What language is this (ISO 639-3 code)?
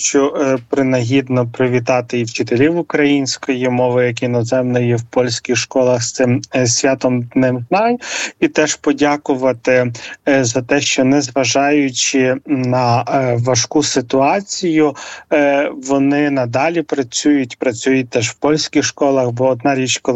ukr